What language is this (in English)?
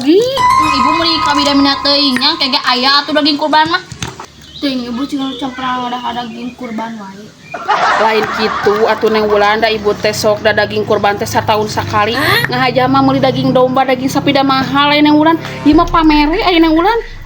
Sundanese